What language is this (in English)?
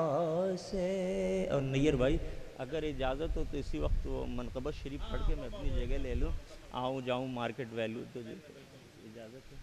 Urdu